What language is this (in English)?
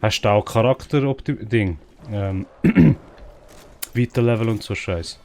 Swiss German